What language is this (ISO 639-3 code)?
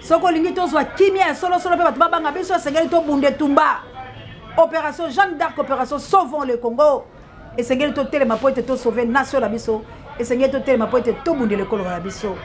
lin